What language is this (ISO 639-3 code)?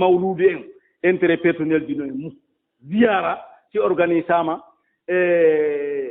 ful